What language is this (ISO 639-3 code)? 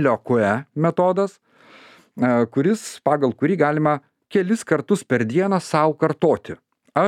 lit